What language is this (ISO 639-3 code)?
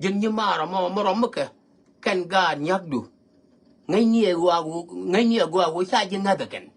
nus